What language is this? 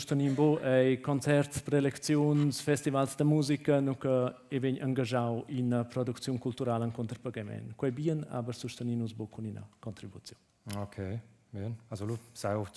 Romansh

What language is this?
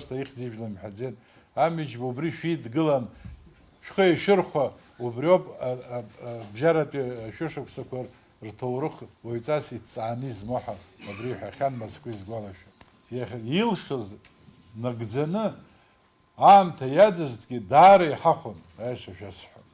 Abkhazian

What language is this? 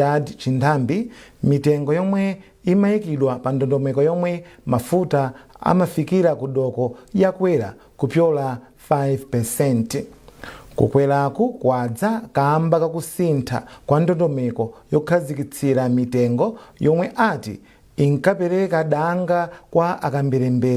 Nyanja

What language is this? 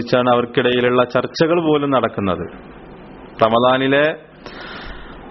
Malayalam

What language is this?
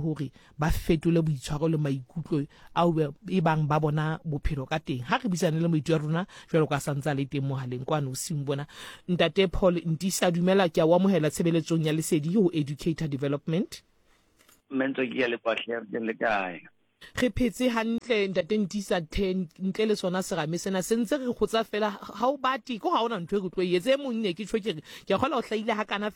Southern Sotho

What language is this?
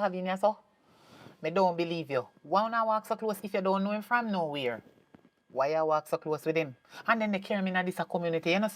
Jamaican Creole English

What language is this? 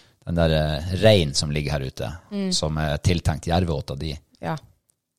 Norwegian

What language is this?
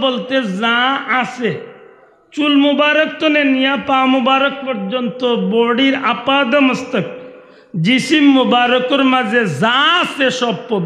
Sylheti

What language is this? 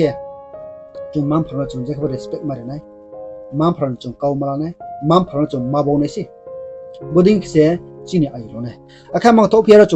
Riang (India)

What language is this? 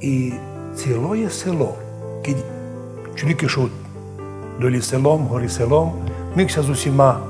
Rusyn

